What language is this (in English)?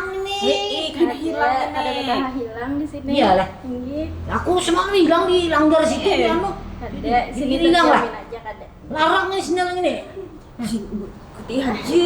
Banjar